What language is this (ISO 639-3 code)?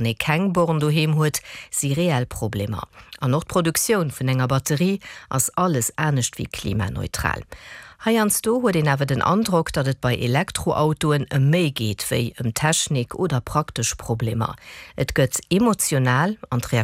ltz